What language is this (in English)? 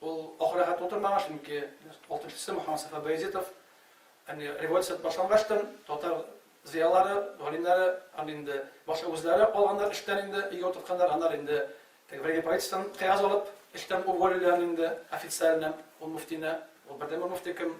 Tatar